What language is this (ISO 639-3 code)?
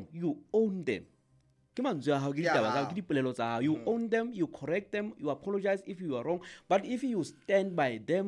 sot